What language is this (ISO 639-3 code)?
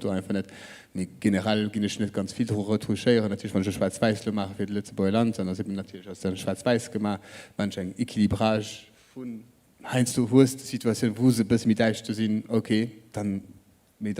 ltz